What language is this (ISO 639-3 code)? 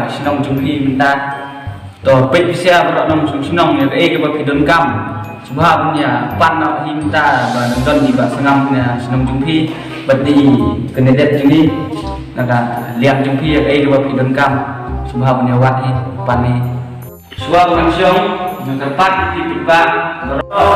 kha